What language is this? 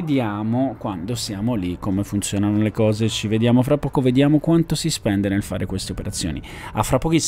Italian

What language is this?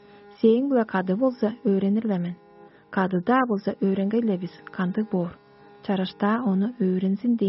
Tuvinian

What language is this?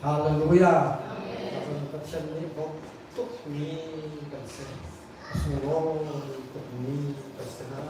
Hakha Chin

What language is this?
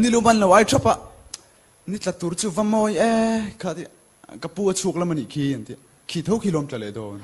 Mizo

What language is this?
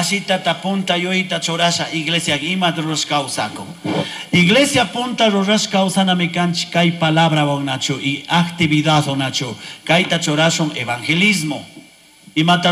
Chimborazo Highland Quichua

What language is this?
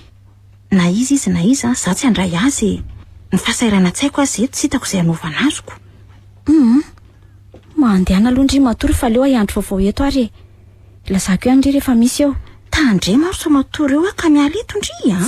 Malagasy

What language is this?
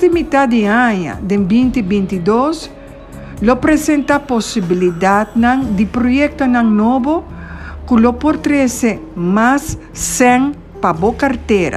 Papiamento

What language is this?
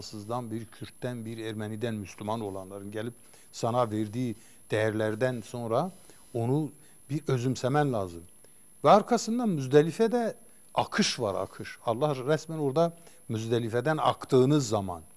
Turkish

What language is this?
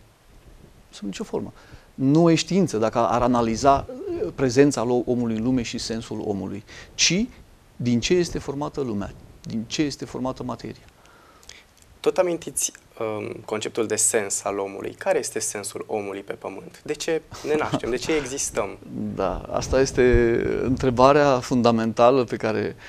Romanian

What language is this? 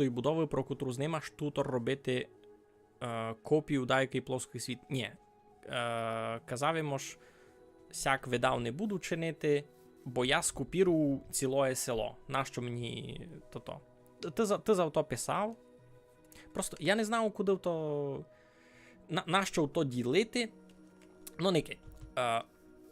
Rusyn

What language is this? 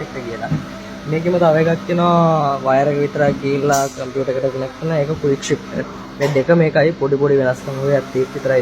Sinhala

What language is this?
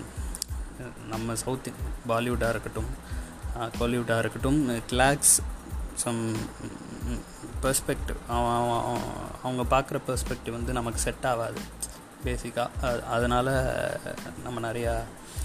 Tamil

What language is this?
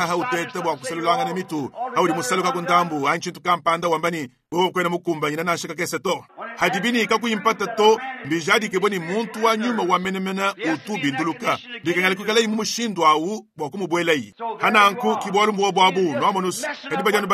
Luba-Lulua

